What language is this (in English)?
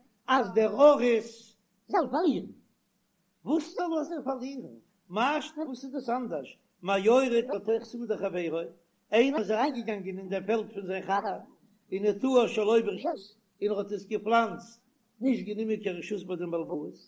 Yiddish